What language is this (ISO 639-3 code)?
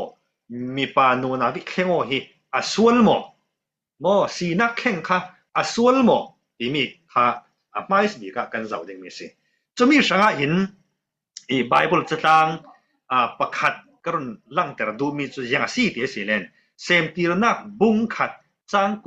cfm